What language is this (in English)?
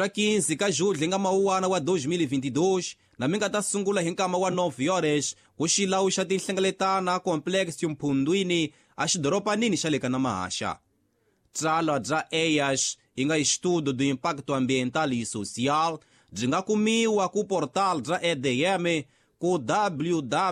Tsonga